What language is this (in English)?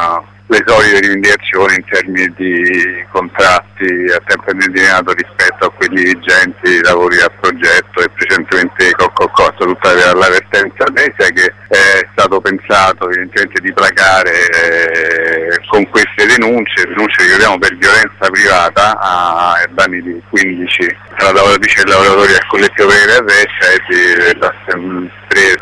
Italian